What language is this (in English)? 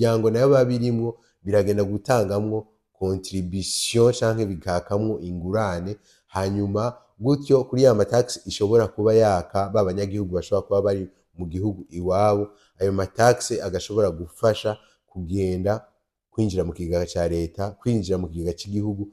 Rundi